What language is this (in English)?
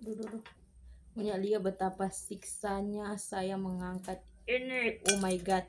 Manado Malay